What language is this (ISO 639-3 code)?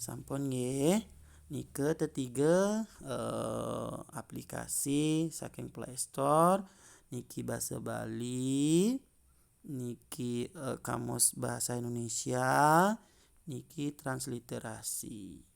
ban